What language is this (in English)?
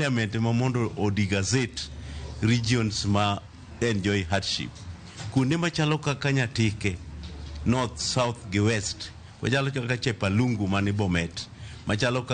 Luo (Kenya and Tanzania)